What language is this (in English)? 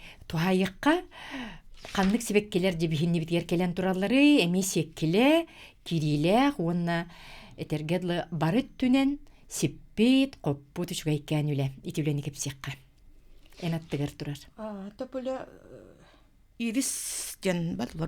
Yakut